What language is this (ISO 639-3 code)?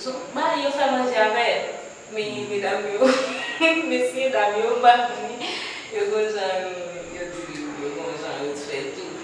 hat